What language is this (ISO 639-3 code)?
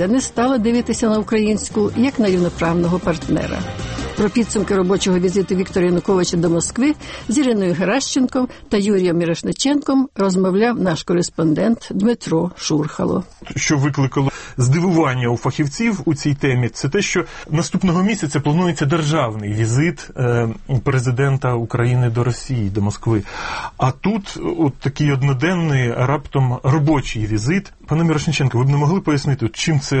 ukr